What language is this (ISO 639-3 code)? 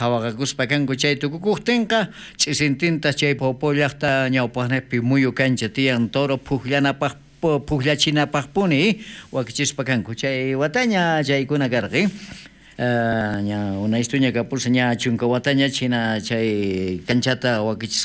quh